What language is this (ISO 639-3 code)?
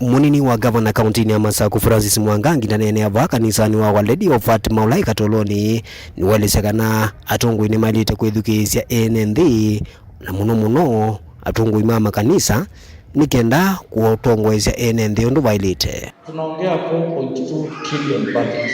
kam